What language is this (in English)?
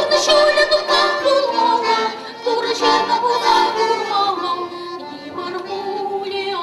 Chuvash